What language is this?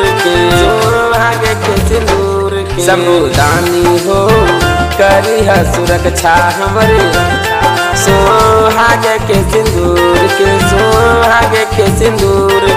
Bhojpuri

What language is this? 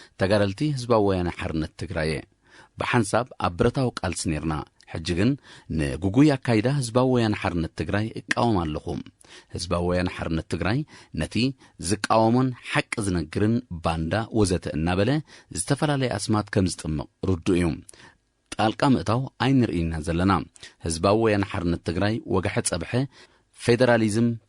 Tigrinya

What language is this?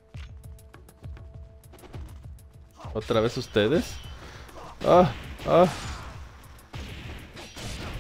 Spanish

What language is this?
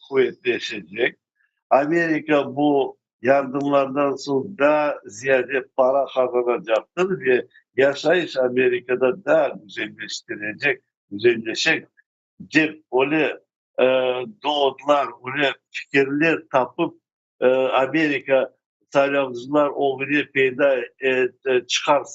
Crimean Tatar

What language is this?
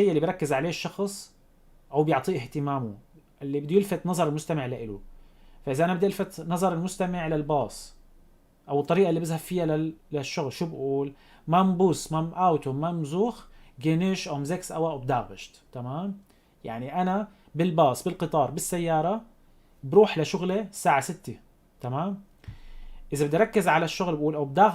North Levantine Arabic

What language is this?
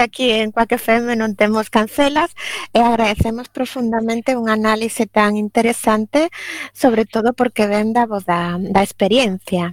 Galician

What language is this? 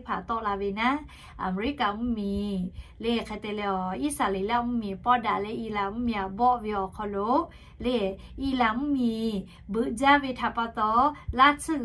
Lahu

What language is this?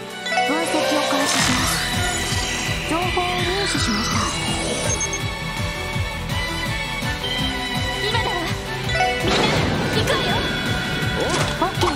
Japanese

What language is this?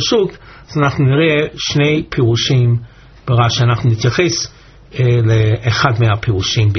Hebrew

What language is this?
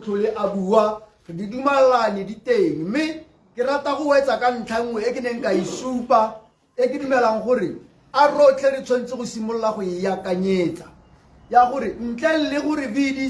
Tswana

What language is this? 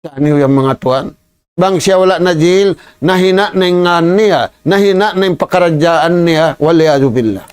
Tausug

